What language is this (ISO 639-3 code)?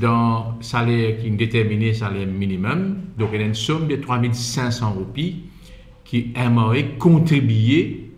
mfe